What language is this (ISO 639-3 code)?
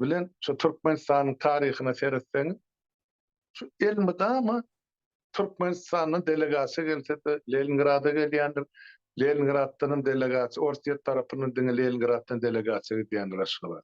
tuk